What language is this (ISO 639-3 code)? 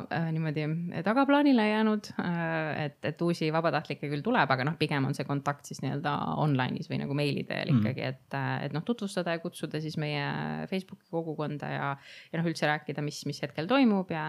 est